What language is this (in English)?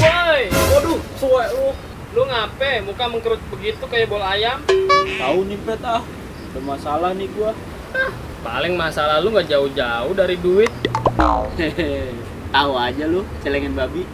Betawi